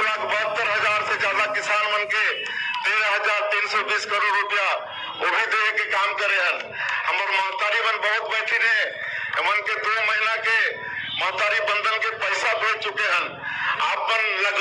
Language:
Chhattisgarhi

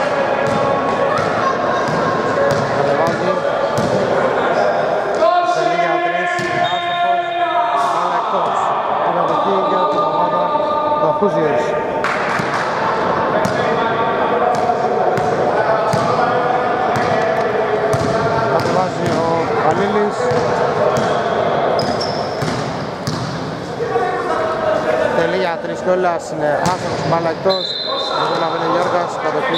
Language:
Greek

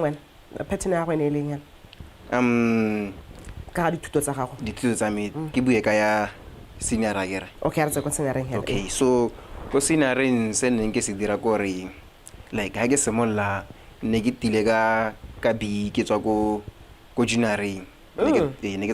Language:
Tswana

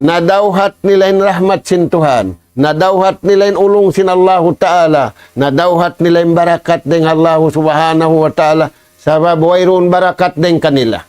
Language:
Tausug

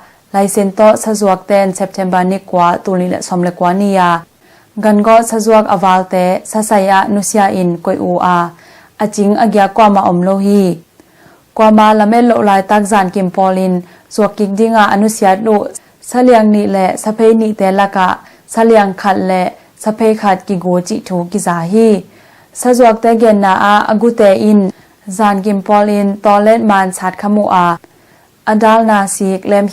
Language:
Tedim Chin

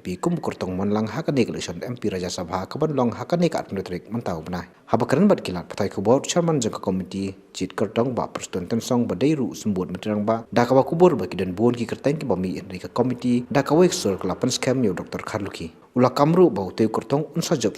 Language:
Khasi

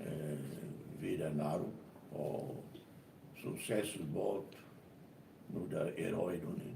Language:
Tetum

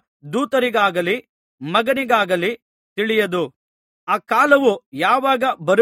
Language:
Kannada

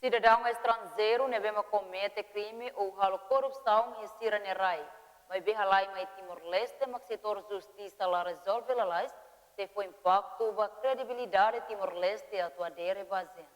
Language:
Tetum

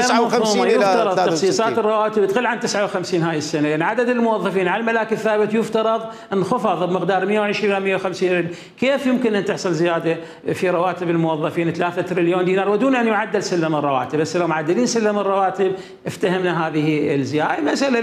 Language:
Mesopotamian Arabic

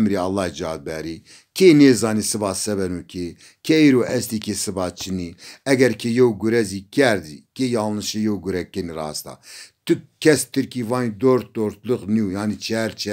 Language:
Zaza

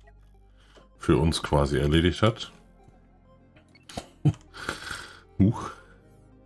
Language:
German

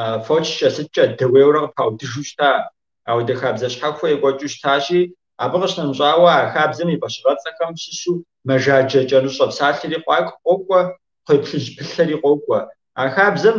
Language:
Kabardian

